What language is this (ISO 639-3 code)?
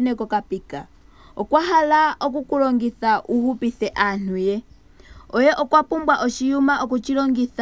ndo